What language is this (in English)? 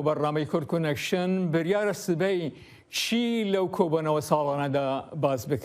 Kurdish